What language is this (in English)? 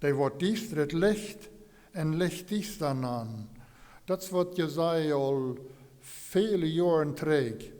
Plautdietsch